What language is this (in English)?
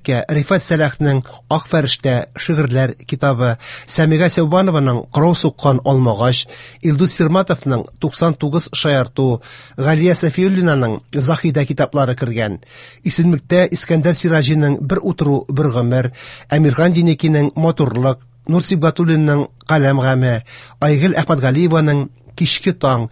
Tatar